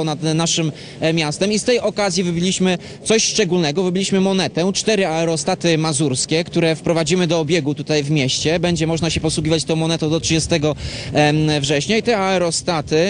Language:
Polish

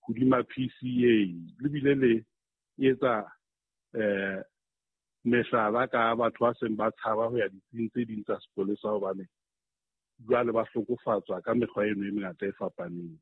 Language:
Southern Sotho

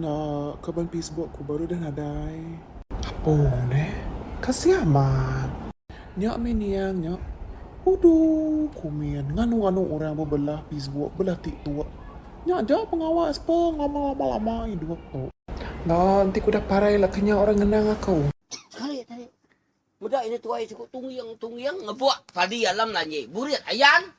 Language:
Iban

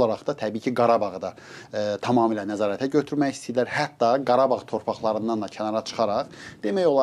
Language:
Azerbaijani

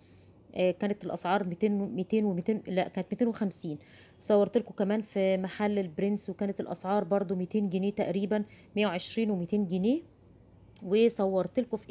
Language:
Egyptian Arabic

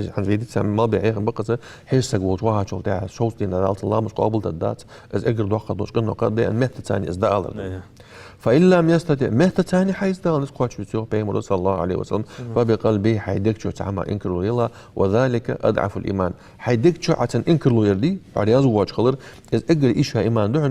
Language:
Ingush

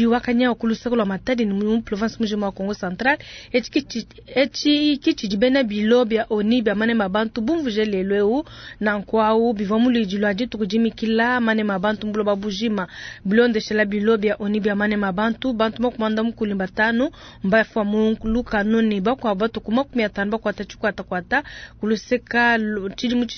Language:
Luba-Lulua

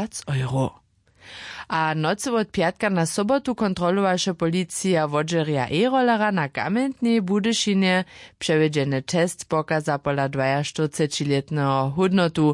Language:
Upper Sorbian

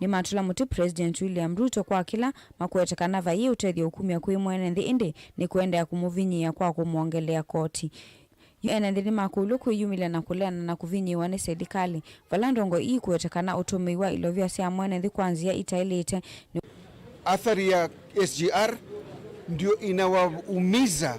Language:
Kamba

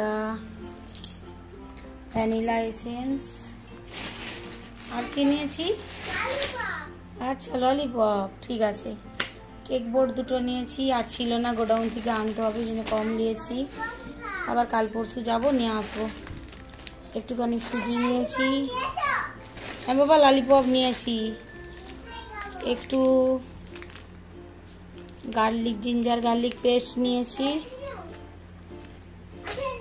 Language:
Bangla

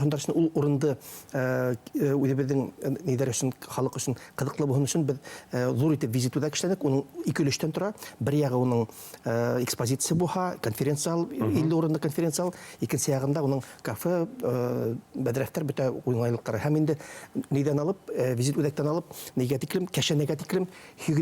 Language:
Bashkir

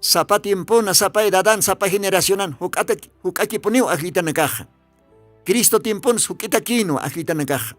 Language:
Aymara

